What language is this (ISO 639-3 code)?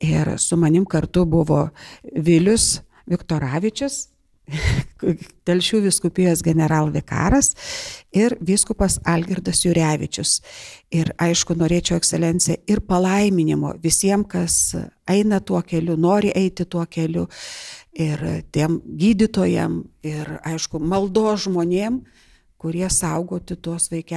lit